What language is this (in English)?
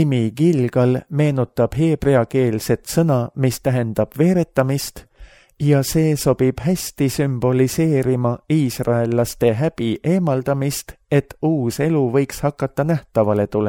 Estonian